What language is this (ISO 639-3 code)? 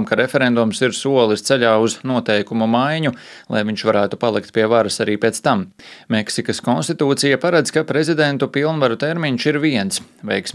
lav